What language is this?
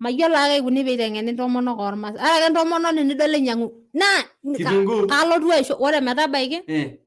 Masai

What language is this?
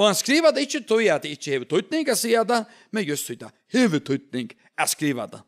Faroese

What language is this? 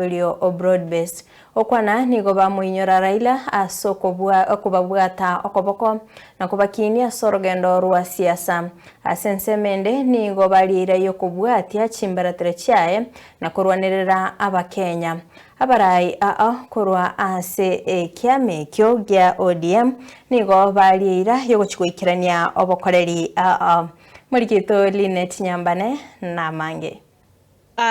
Gusii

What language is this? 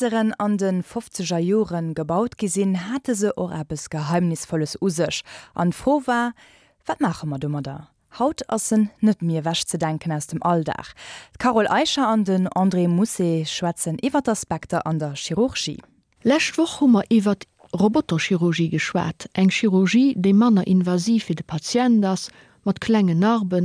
Luxembourgish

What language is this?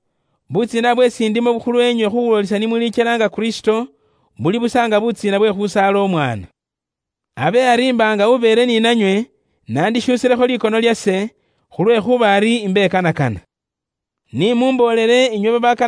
Luyia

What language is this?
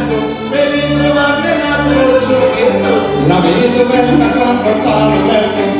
Italian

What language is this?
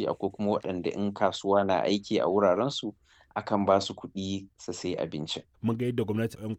Hausa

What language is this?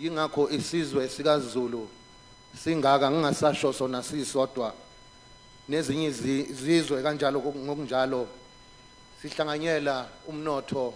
Zulu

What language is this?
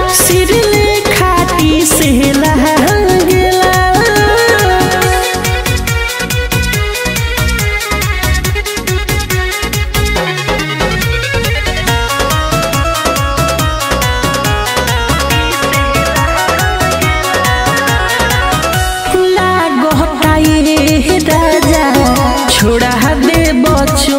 Bhojpuri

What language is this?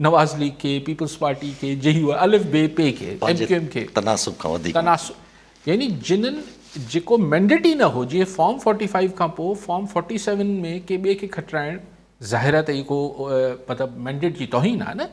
Sindhi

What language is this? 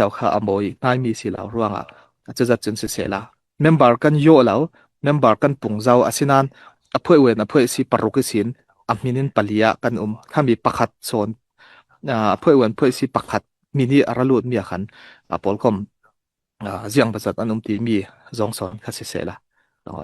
Falam Chin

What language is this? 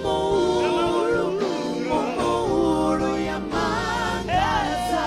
Venda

